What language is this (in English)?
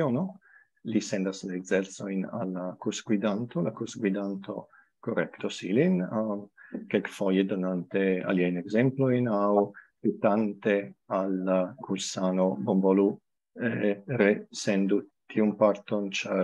Esperanto